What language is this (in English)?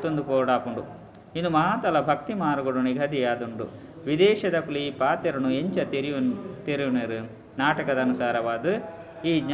Tulu